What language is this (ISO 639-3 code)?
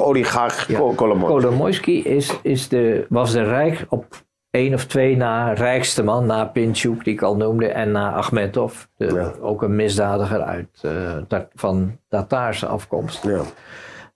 nld